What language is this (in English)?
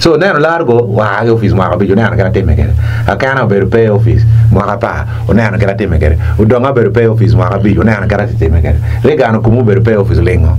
Acoli